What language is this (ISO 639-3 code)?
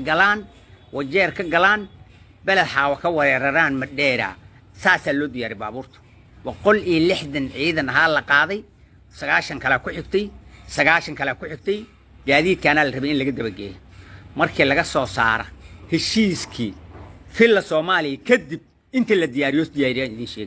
som